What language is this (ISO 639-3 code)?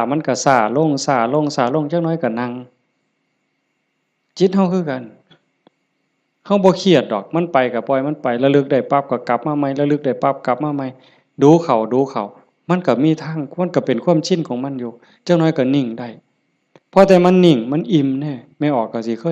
lao